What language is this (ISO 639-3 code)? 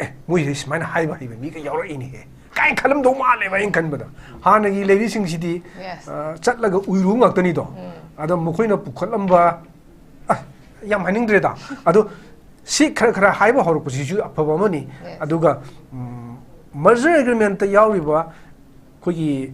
mni